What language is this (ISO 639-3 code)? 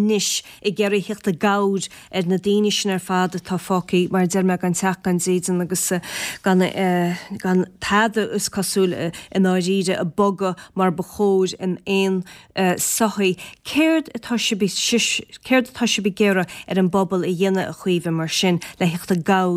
gle